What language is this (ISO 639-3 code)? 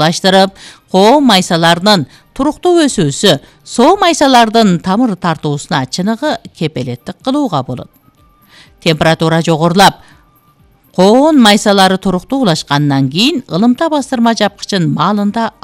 kir